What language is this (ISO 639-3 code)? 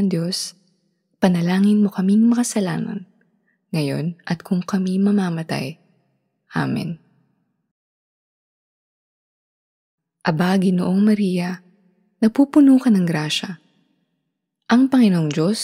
fil